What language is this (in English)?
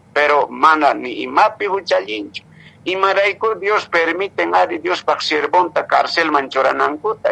Quechua